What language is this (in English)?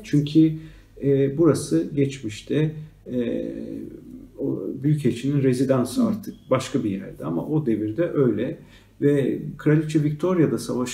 Turkish